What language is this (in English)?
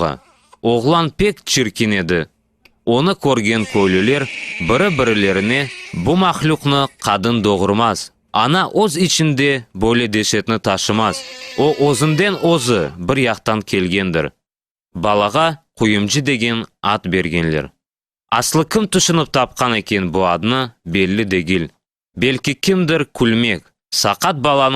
Crimean Tatar